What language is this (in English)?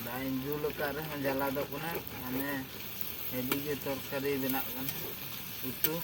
Santali